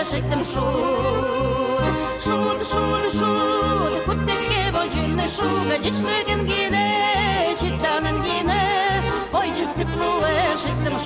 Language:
Udmurt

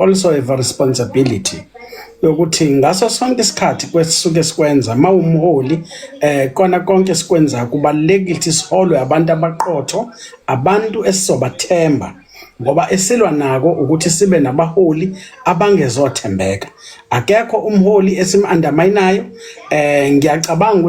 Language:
Zulu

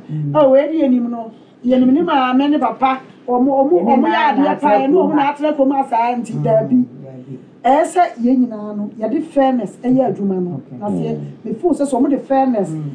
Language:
Akan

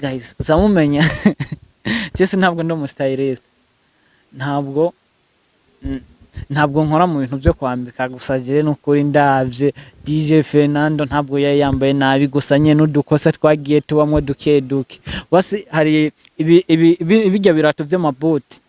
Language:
Rundi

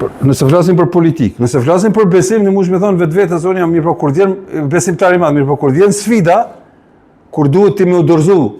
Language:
Albanian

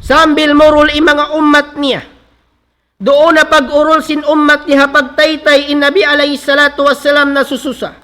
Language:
Tausug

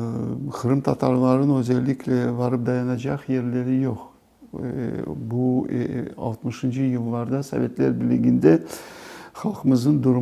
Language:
Crimean Tatar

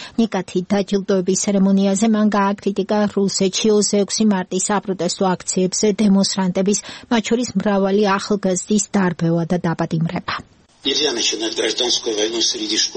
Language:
Georgian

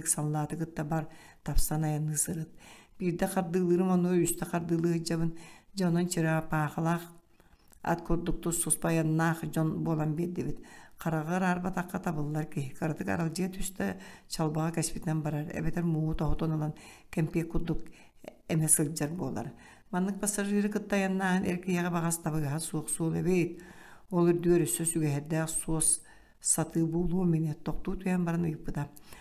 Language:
Yakut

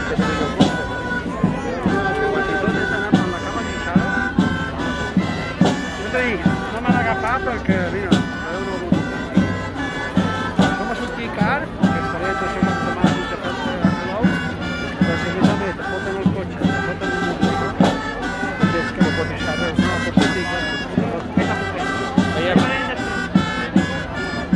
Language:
Catalan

